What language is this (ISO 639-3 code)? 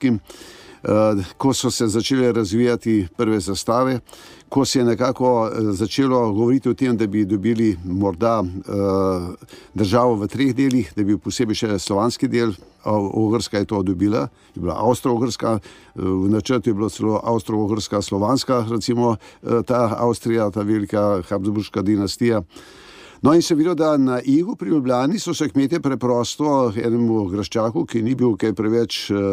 slv